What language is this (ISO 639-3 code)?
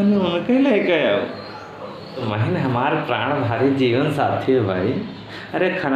awa